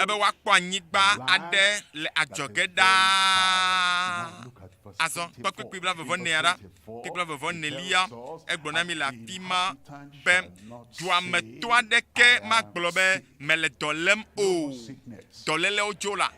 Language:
Ewe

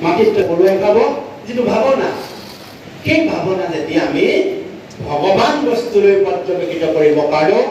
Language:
Assamese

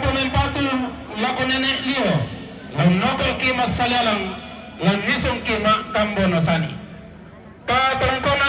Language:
Toraja-Sa'dan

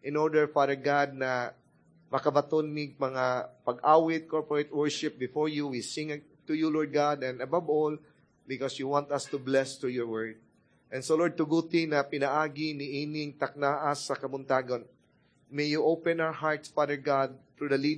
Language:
Cebuano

